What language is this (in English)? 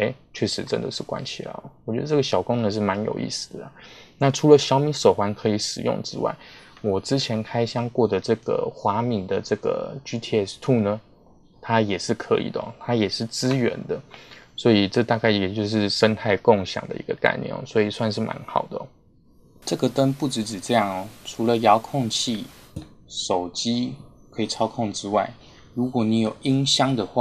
Chinese